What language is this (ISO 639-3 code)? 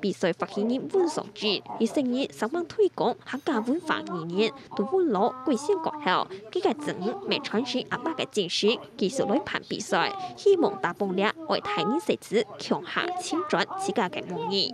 hak